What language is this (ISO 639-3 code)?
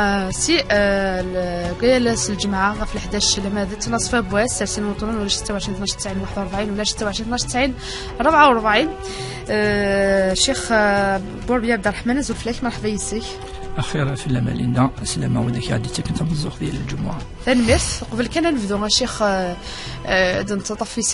kab